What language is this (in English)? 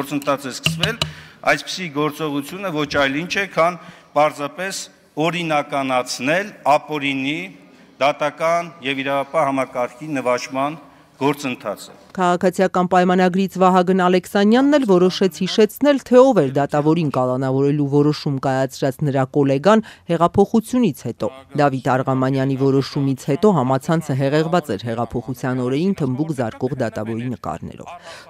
Armenian